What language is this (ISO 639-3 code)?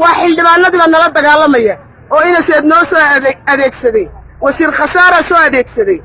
som